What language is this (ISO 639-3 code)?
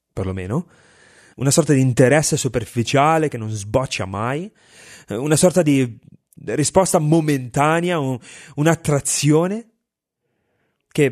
ita